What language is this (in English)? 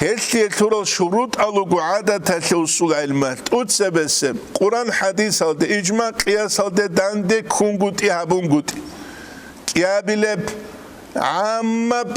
Avaric